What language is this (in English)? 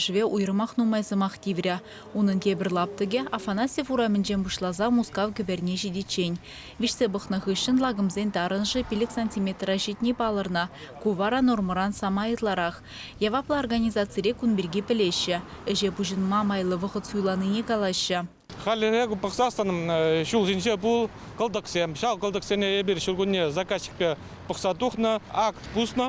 Chuvash